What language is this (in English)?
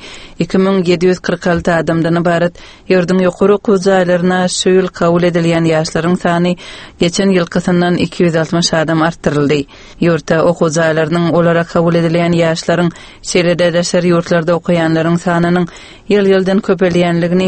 Turkmen